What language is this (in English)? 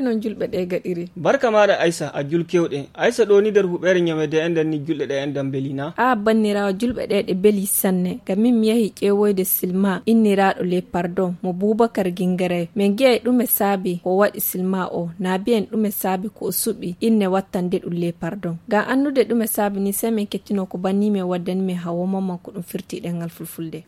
Fula